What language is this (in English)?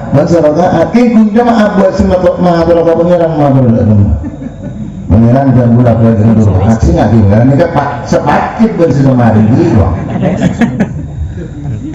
Madurese